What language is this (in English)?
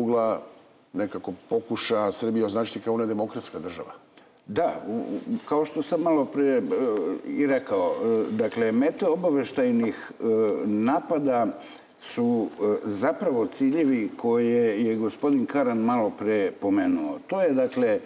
Serbian